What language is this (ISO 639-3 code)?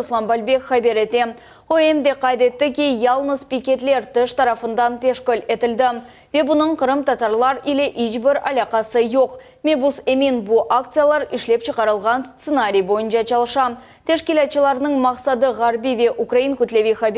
crh